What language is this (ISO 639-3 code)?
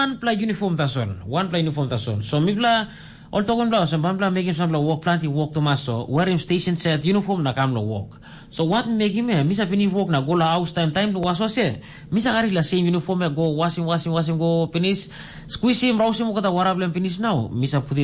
tpi